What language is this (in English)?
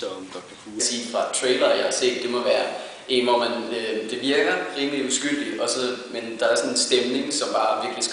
Danish